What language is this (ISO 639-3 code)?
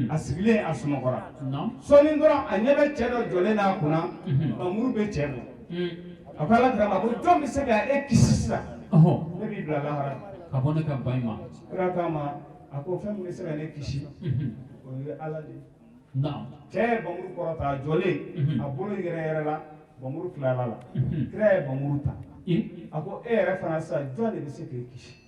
bam